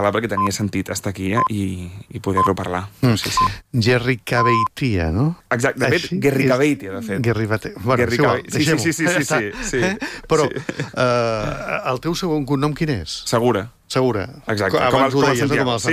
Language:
Catalan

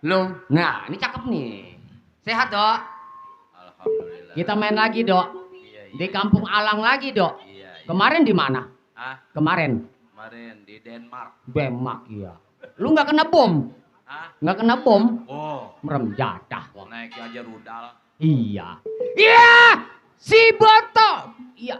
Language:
Betawi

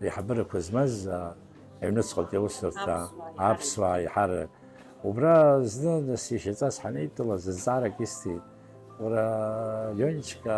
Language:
Abkhazian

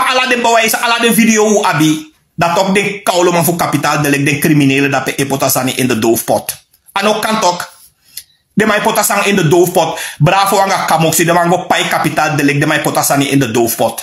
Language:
Sranan Tongo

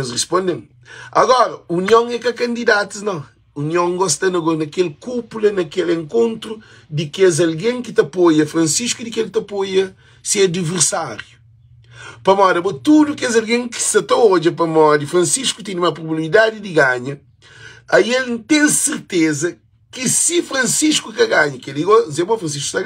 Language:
Kabuverdianu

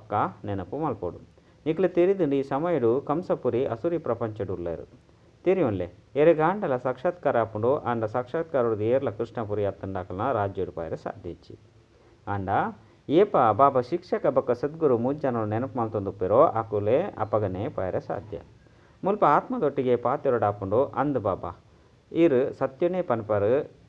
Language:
Tulu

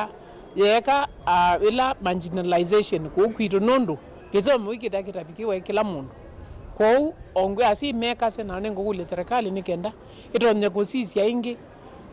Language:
Kamba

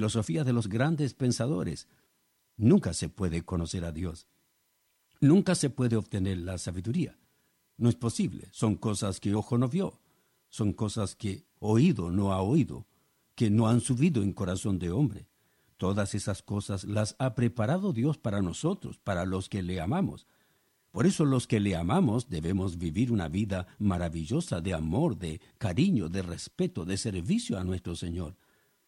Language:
Spanish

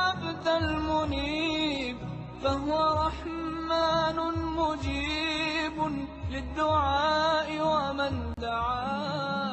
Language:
Chechen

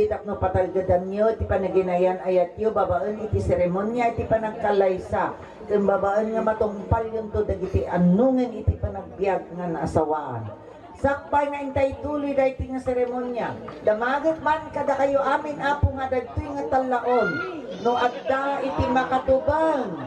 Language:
Iloko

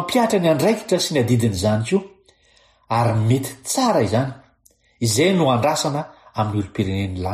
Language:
Malagasy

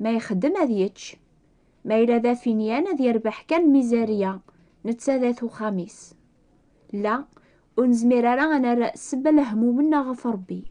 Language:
Kabyle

